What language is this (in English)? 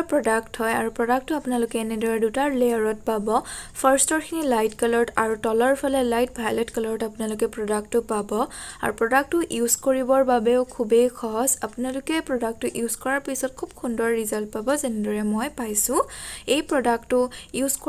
Assamese